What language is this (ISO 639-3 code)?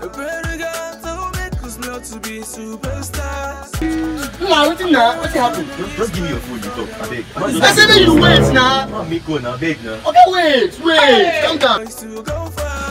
pcm